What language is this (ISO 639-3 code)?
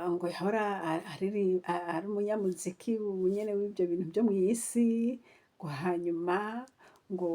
run